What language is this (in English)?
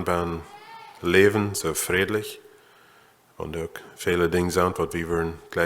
Plautdietsch